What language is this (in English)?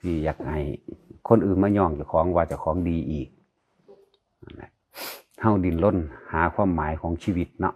Northeastern Thai